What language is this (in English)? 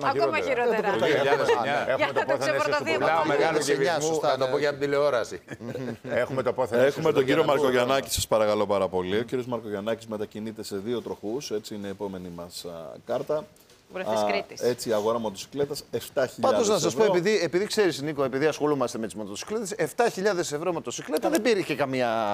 Greek